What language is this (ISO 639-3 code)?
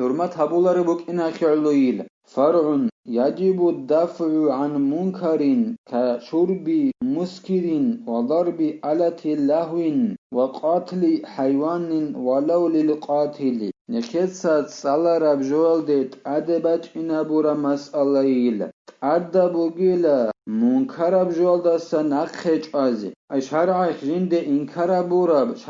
ava